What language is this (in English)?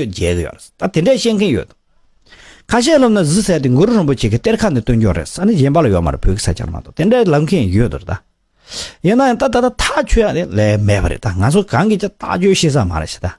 Tibetan